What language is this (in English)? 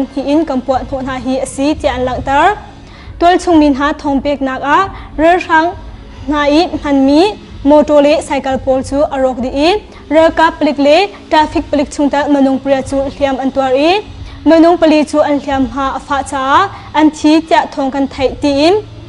Hakha Chin